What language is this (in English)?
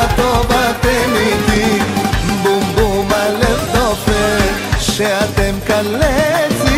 Hebrew